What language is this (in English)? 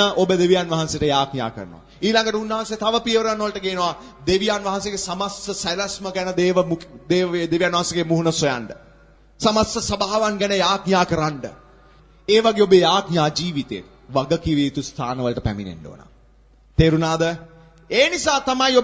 Sinhala